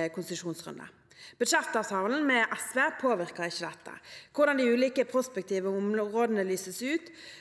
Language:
Norwegian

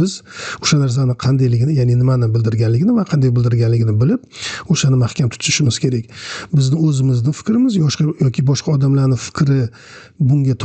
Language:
Uzbek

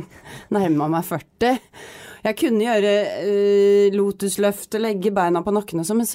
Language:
Norwegian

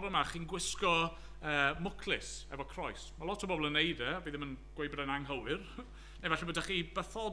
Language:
Welsh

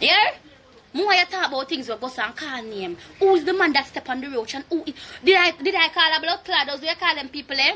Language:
Jamaican Creole English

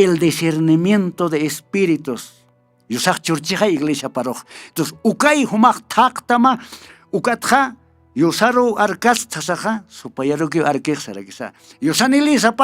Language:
Aymara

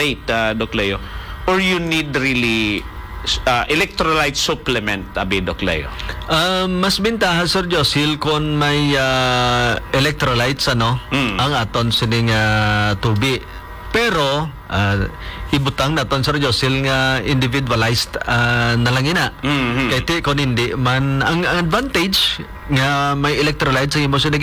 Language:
Hiligaynon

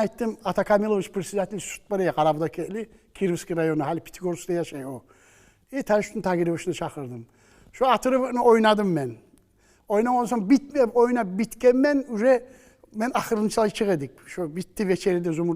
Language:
Kumyk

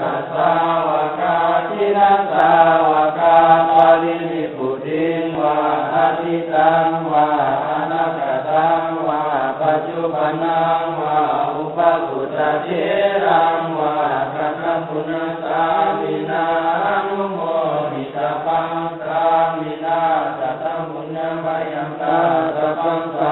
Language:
Pali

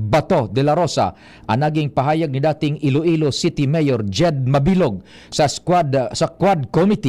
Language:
Bikol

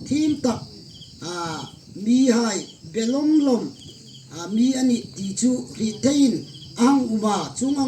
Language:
Hmar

